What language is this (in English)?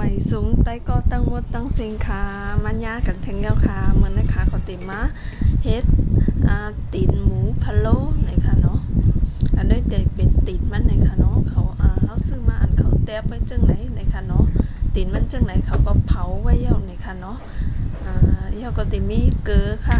Shan